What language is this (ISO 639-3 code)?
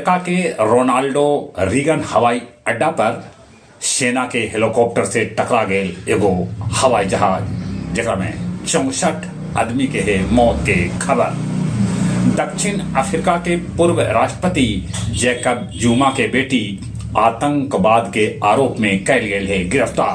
mag